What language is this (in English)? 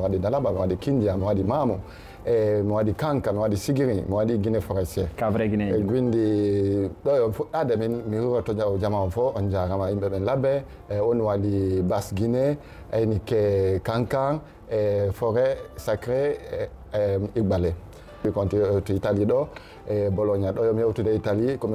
Fula